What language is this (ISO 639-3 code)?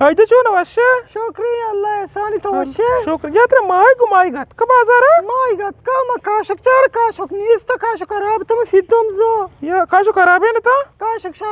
bgp